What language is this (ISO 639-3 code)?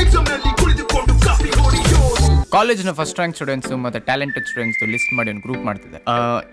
kan